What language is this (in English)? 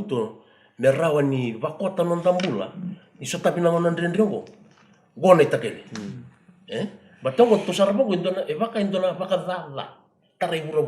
Fijian